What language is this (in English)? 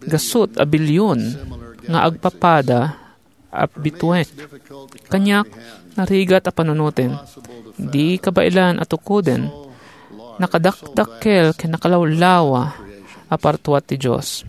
Iloko